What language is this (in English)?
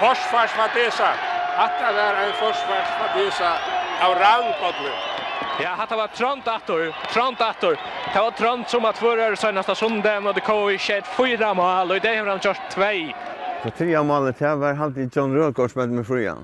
Faroese